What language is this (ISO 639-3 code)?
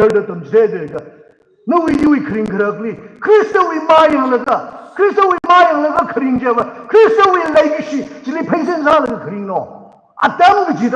nmf